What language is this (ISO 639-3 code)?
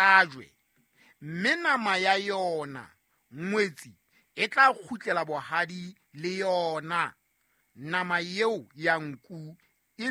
sot